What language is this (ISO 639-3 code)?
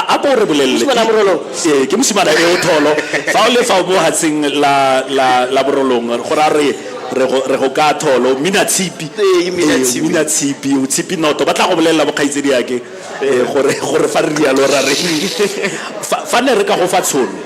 tsn